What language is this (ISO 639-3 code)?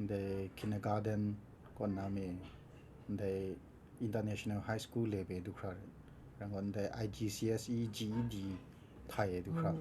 kac